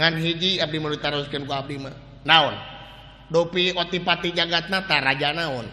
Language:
Sundanese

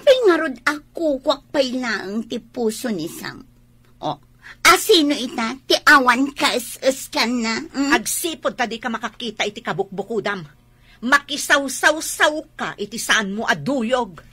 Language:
Iloko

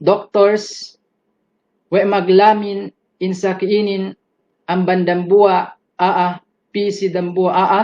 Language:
Yakan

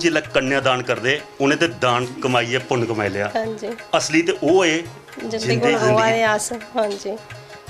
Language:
Dogri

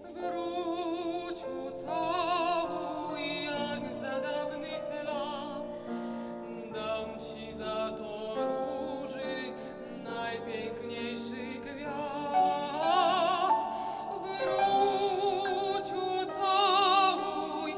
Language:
Polish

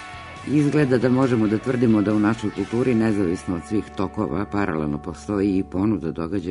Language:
Serbian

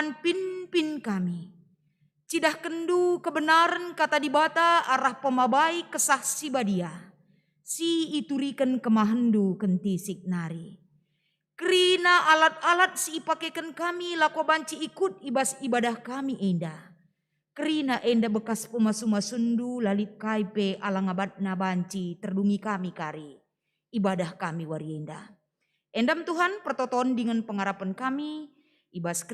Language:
Batak Karo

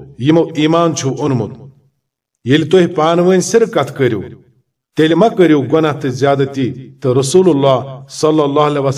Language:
Kashmiri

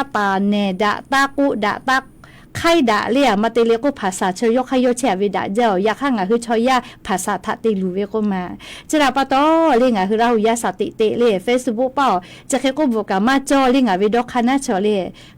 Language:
Lahu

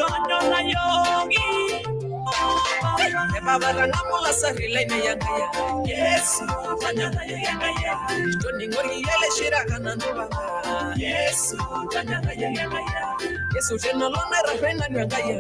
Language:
Masai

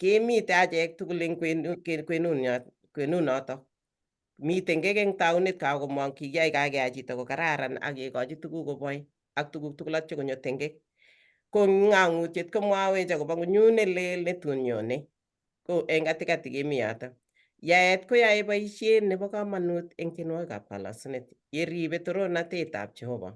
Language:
Kalenjin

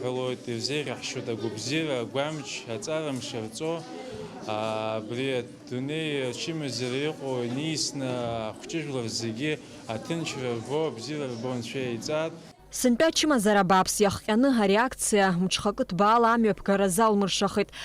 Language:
Abkhazian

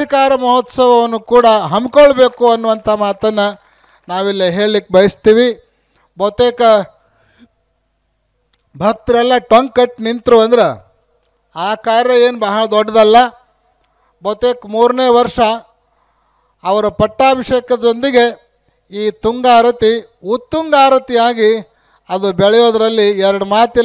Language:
Kannada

